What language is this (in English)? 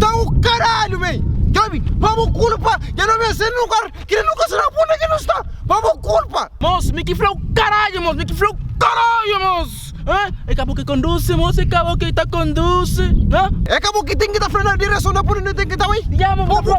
Kabuverdianu